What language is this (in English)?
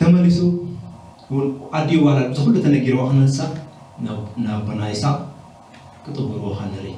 Tigrinya